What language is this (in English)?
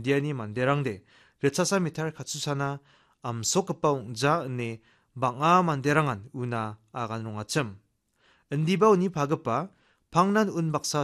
Garo